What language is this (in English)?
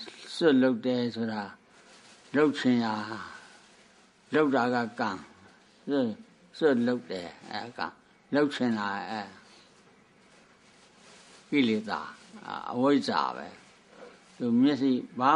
Burmese